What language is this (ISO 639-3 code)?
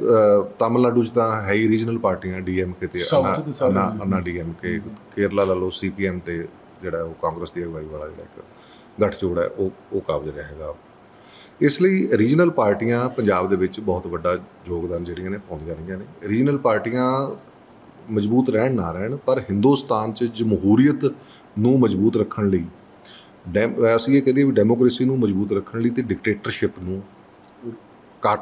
pan